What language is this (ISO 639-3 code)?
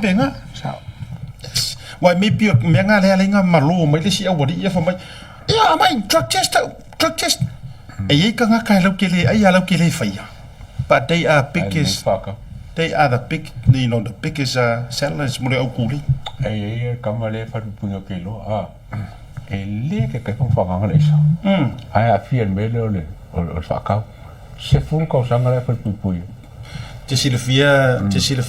smo